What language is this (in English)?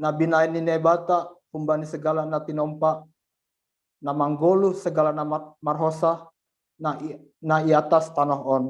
Batak Simalungun